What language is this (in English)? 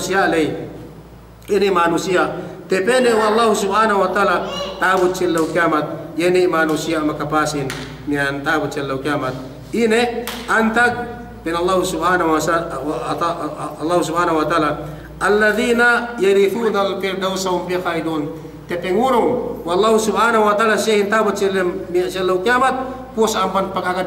Yakan